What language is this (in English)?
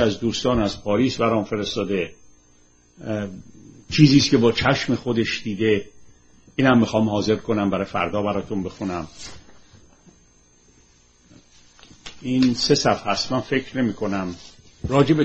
Persian